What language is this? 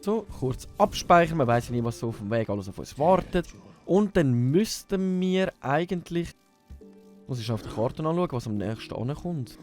Swiss German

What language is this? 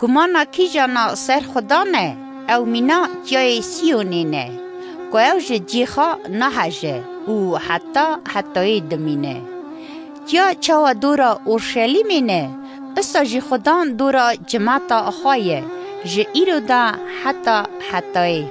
Kurdish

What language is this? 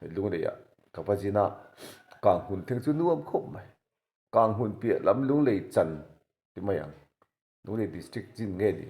Mizo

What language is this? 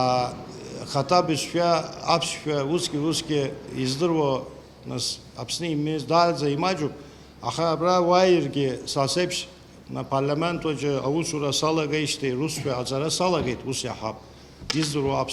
Abkhazian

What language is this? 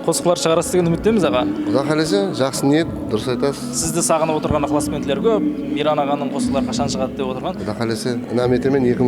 Kara-Kalpak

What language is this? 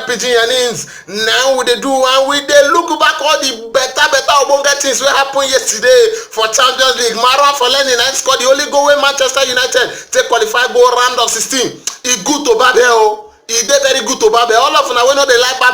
Nigerian Pidgin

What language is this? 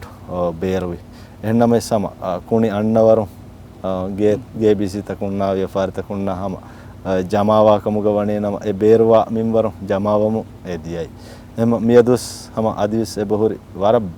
Divehi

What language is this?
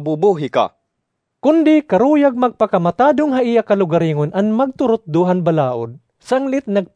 Waray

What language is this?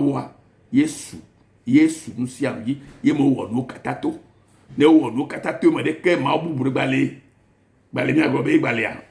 Ewe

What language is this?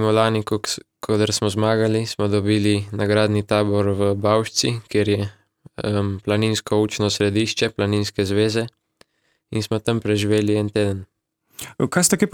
Slovenian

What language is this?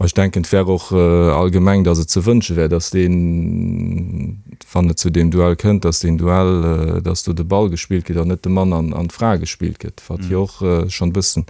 Luxembourgish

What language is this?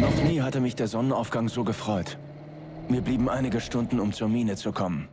Bavarian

